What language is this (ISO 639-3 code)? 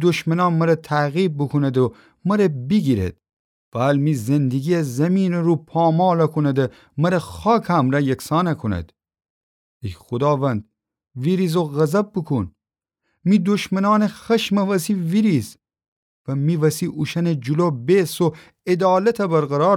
glk